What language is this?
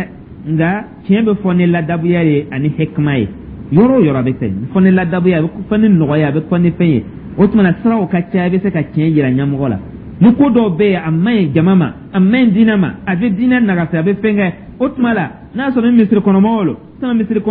Dyula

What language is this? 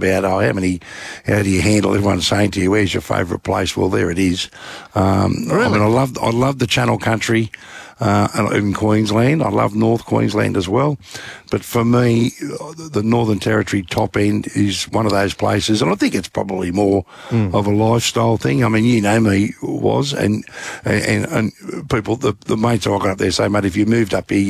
English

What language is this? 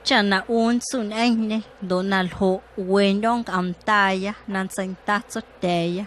Guerrero Amuzgo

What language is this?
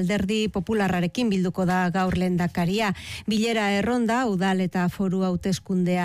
Basque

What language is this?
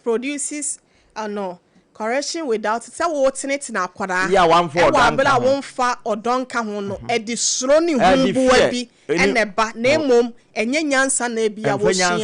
Akan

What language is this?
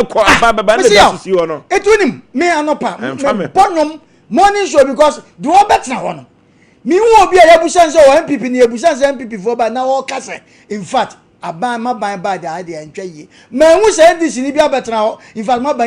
Akan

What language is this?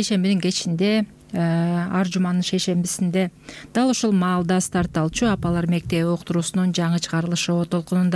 Kyrgyz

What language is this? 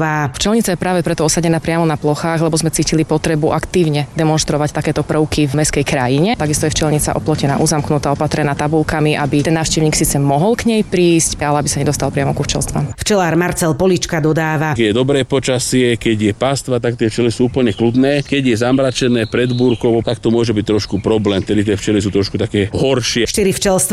Slovak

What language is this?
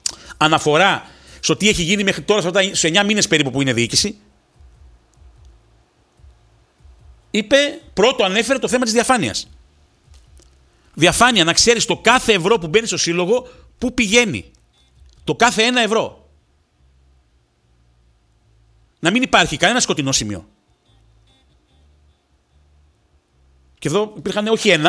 Greek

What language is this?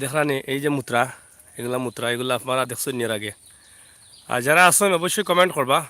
Sylheti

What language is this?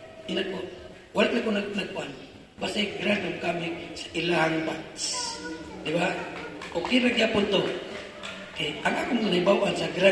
Cebuano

